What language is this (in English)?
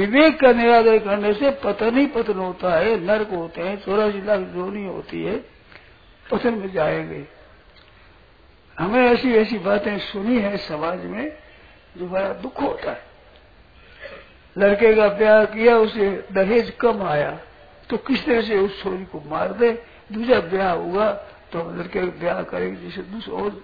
Hindi